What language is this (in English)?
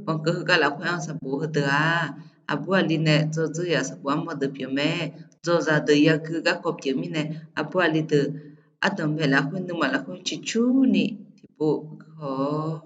Akha